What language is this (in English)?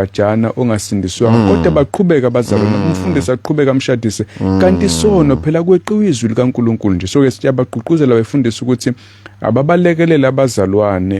Zulu